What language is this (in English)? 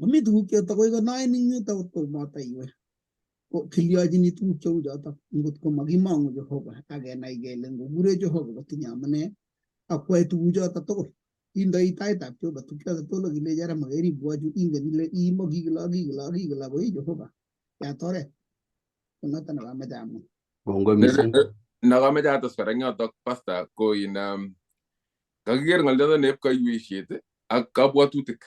Kalenjin